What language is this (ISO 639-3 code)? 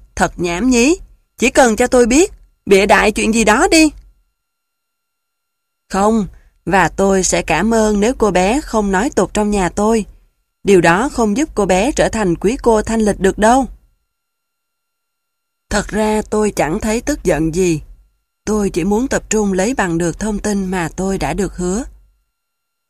vie